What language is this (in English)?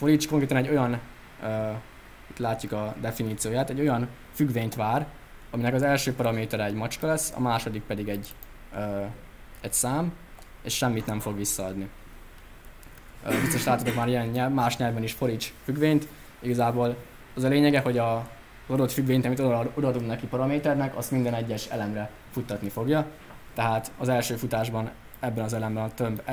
Hungarian